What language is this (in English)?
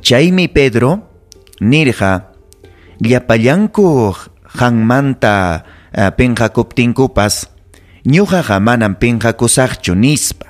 Ayacucho Quechua